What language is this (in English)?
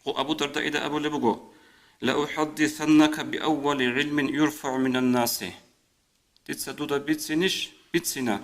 Avaric